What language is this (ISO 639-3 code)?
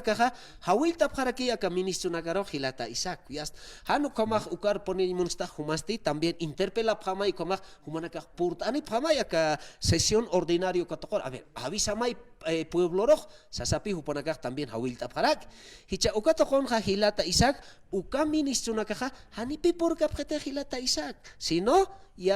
aym